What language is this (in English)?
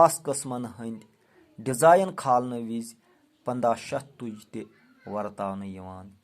Kashmiri